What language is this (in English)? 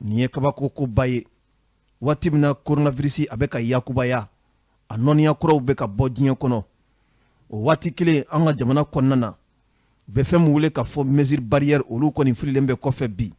Bambara